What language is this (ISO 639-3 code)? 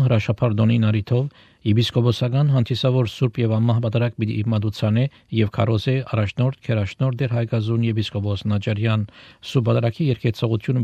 hye